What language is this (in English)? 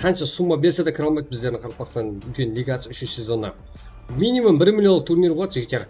Kara-Kalpak